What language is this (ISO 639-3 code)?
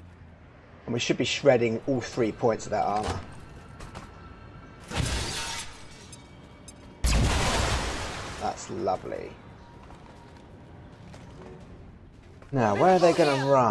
eng